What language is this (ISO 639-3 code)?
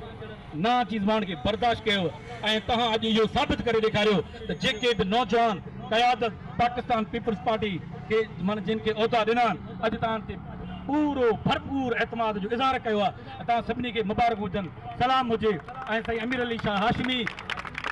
snd